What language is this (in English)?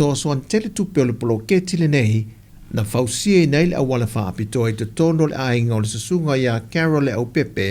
Samoan